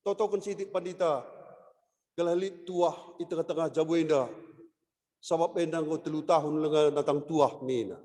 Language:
Batak Karo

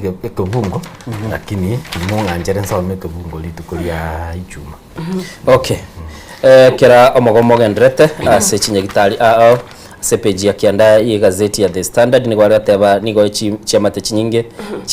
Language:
Gusii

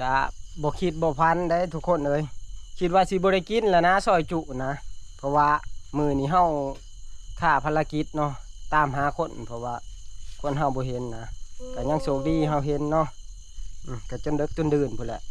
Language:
Northeastern Thai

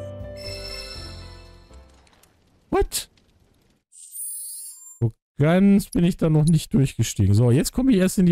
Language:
German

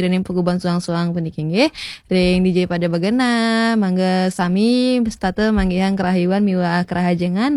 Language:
Balinese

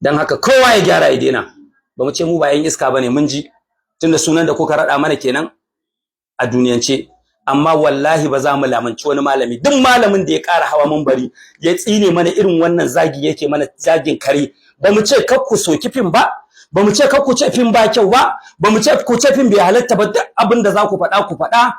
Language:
Hausa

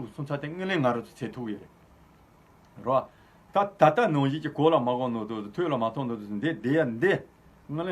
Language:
Tibetan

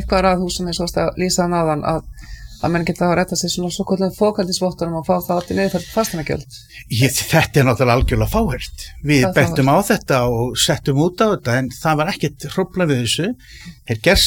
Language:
Icelandic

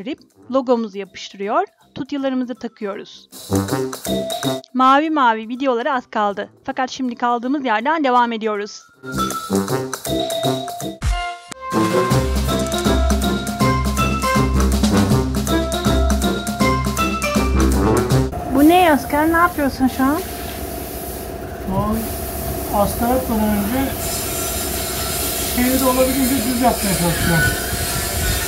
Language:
Turkish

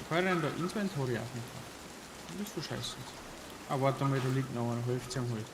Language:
Bavarian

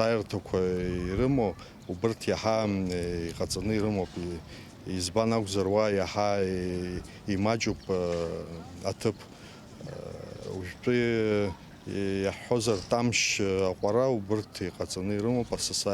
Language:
Abkhazian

